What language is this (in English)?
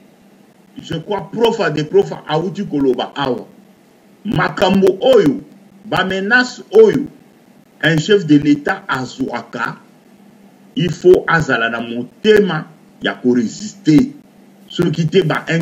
Lingala